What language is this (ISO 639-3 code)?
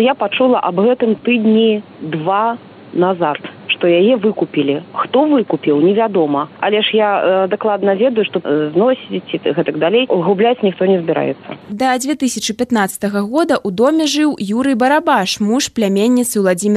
bel